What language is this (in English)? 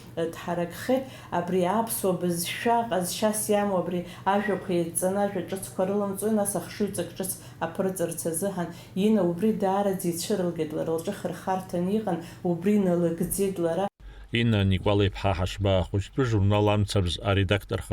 Abkhazian